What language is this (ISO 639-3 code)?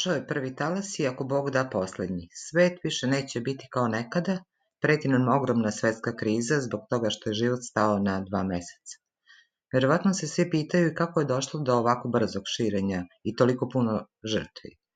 srp